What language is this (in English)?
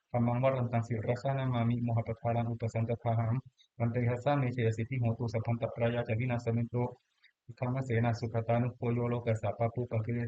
Pali